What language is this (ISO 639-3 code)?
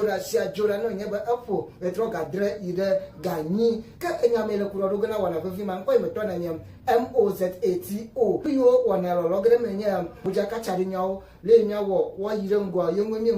ewe